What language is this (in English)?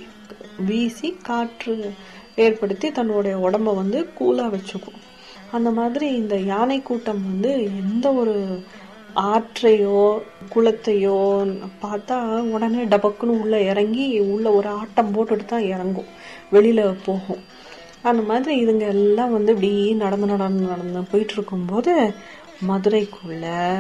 Tamil